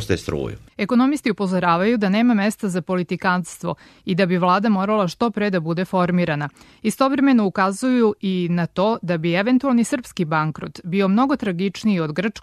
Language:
Serbian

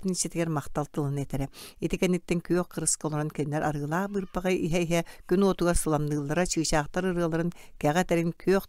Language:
Yakut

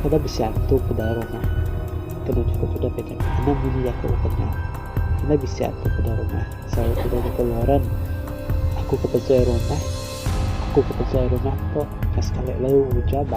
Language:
Iban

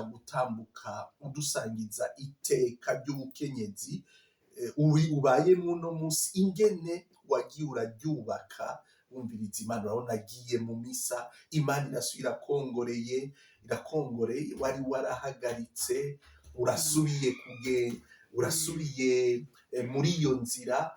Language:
Rundi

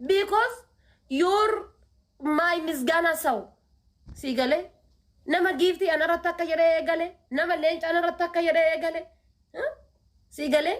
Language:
Oromo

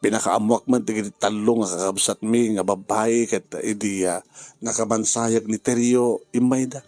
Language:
Iloko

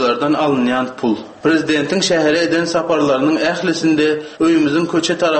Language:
Turkmen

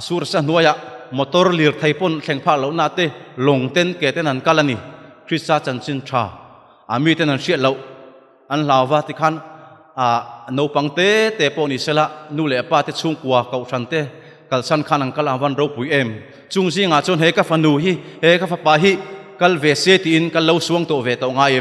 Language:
Mizo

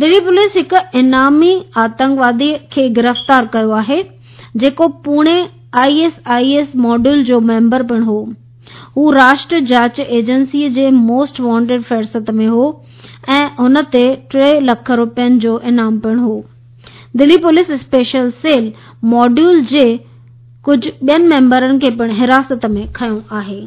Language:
Sindhi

